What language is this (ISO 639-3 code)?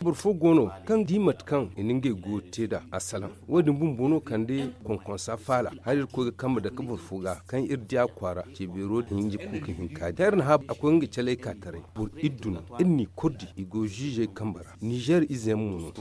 dje